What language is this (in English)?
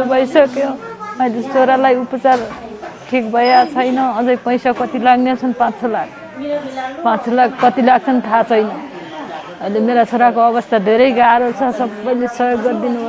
Nepali